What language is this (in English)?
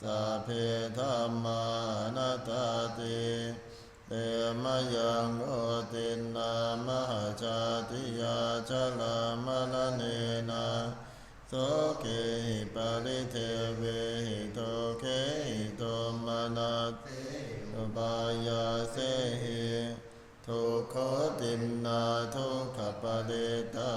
Pali